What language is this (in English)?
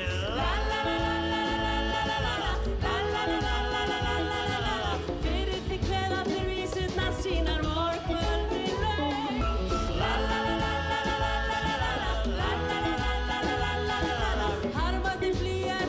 Icelandic